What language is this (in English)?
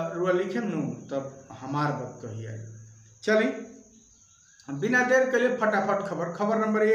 Bhojpuri